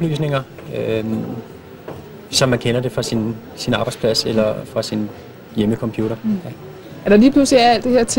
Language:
Danish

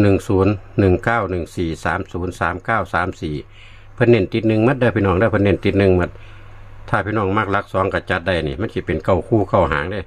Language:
Northeastern Thai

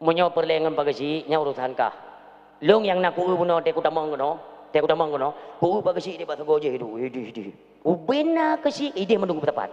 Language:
Achinese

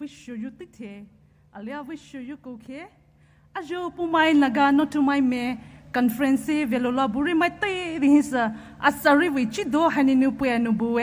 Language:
Poumei Naga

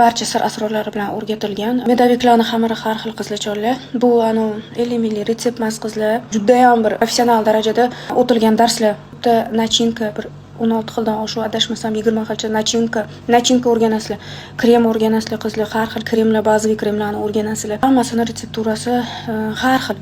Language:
Uzbek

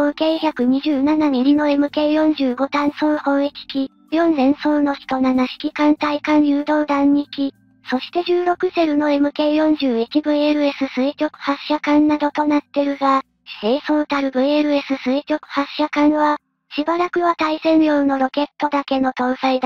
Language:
Japanese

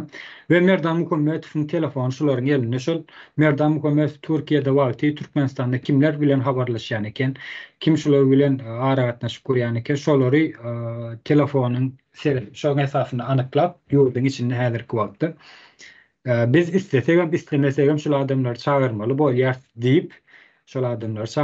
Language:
Turkmen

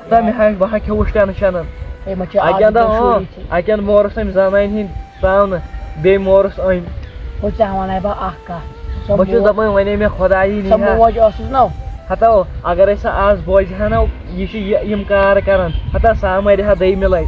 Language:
Kashmiri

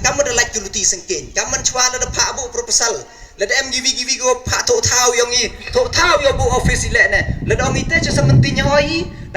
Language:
Pnar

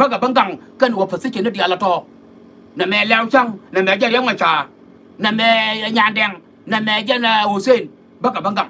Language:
Nuer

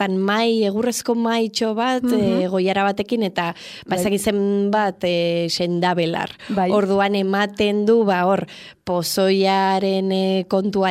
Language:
Basque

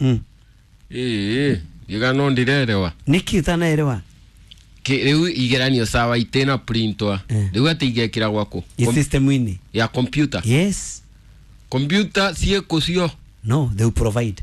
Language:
Kikuyu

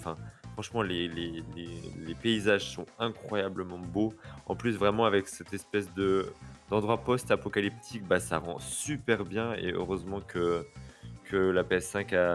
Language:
French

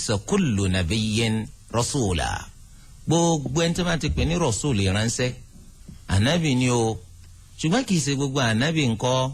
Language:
Yoruba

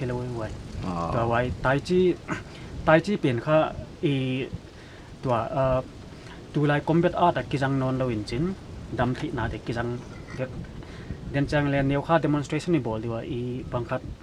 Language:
Paite Chin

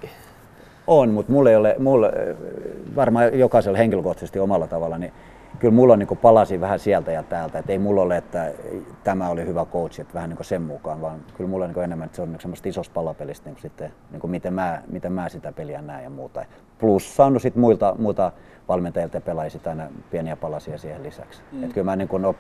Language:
Finnish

